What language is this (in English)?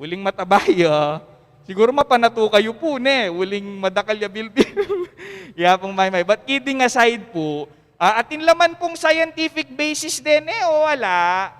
Pampanga